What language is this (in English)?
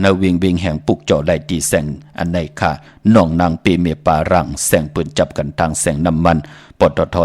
Shan